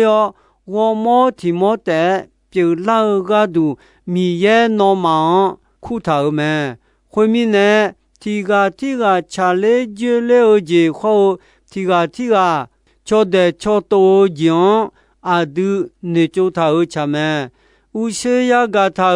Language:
Akha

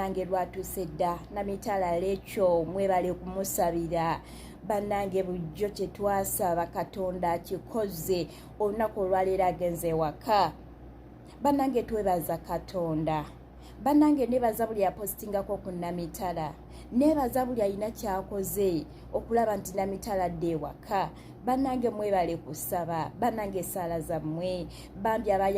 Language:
Ganda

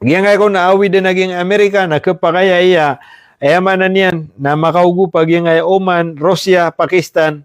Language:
Maranao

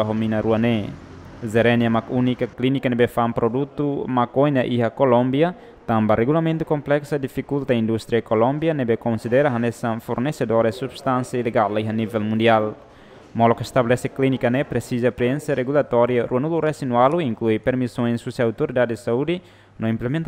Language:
Tetum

